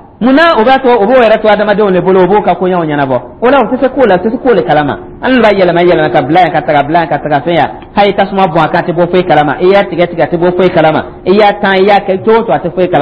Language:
Dyula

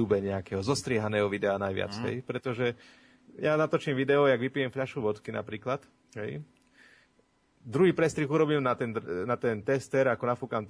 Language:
Slovak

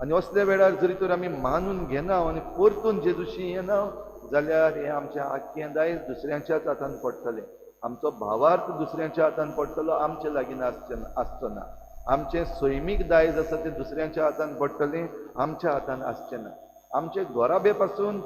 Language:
Konkani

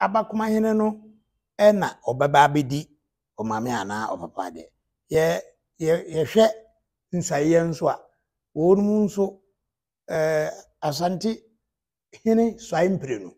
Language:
Akan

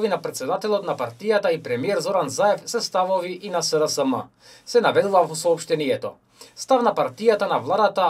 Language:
Macedonian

